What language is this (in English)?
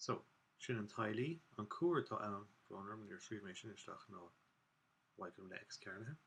Irish